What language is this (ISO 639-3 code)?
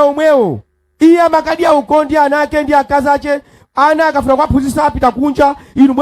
nya